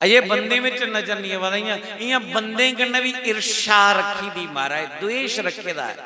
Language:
Dogri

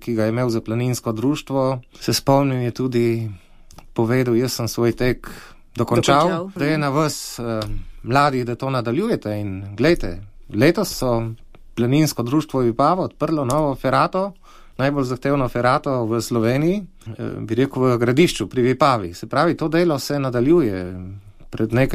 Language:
Slovenian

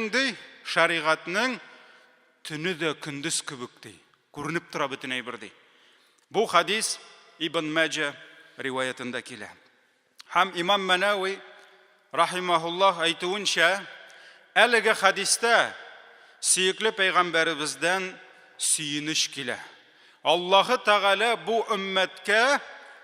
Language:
Tatar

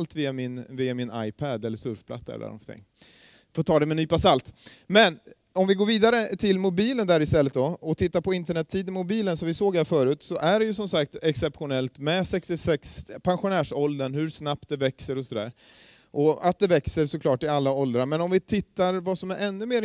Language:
Swedish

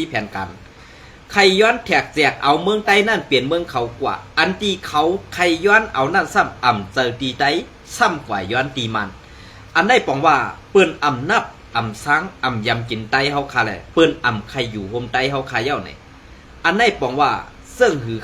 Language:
Shan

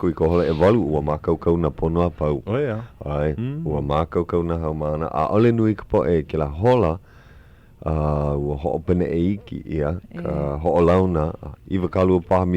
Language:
Hawaiian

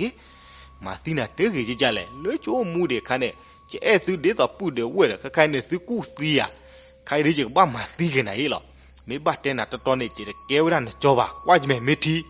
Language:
S'gaw Karen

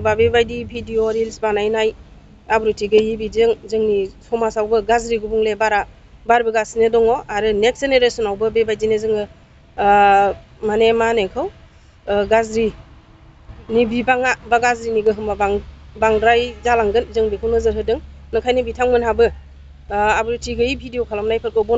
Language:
Bodo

